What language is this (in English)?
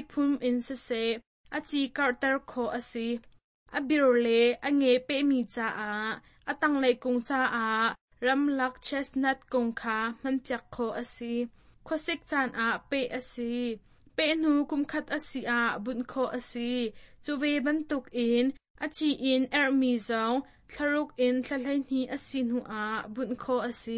Hakha Chin